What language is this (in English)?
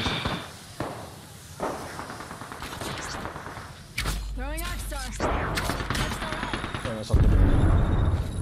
Swedish